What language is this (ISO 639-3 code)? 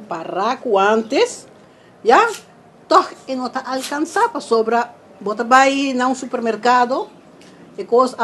pap